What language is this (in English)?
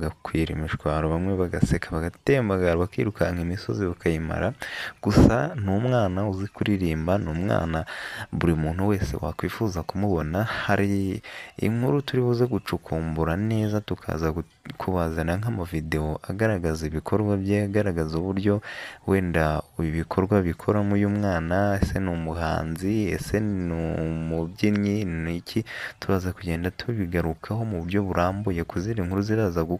Kinyarwanda